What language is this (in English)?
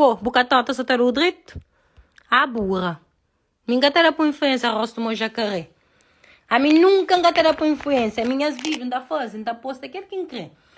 Kabuverdianu